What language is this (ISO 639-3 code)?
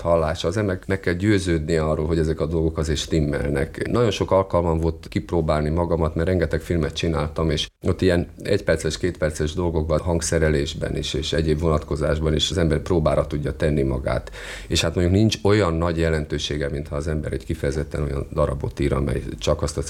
hun